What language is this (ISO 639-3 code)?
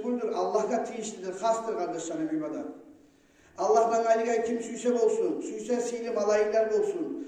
kum